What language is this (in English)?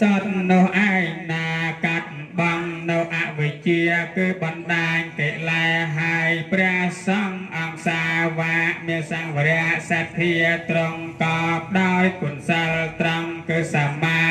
Khmer